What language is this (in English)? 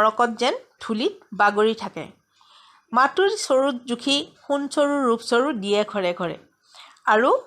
Assamese